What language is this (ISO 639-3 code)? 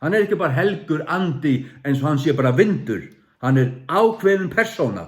fao